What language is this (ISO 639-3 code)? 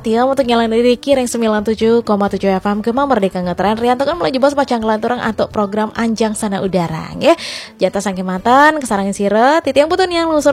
ban